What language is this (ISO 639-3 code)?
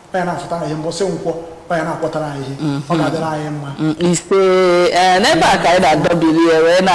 ibo